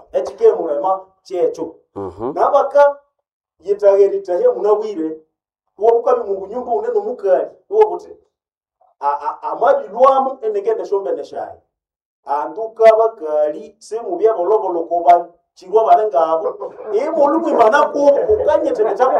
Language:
Nande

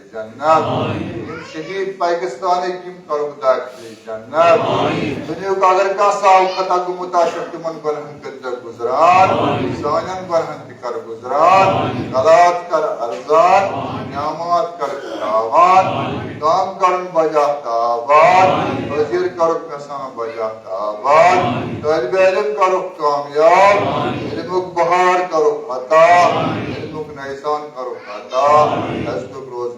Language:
Kashmiri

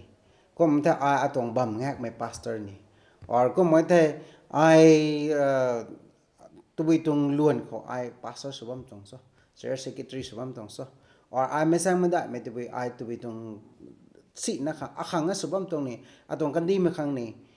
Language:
Rongmei Naga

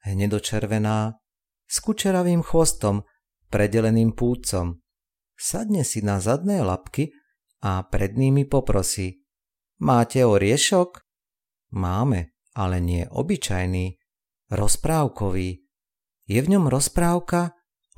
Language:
Slovak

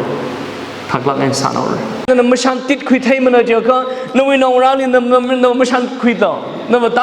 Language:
Tangkhul Naga (India)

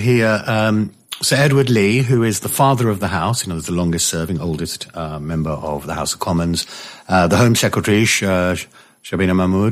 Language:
English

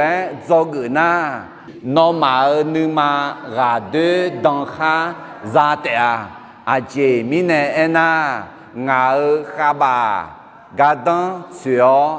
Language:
Akha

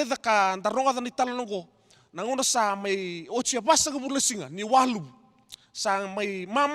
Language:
Fijian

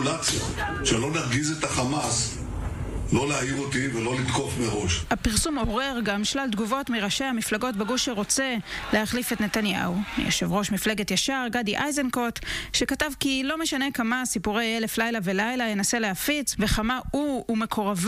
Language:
Hebrew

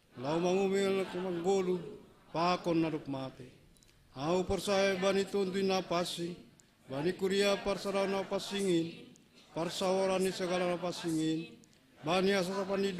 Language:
Batak Simalungun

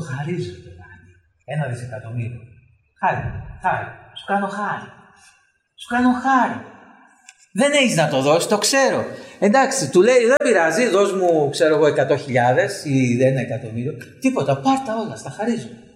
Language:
Greek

